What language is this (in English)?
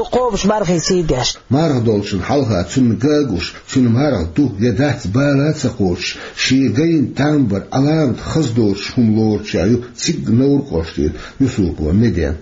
Chechen